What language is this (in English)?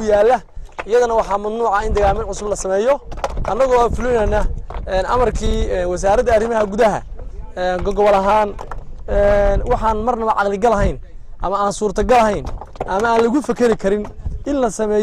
Somali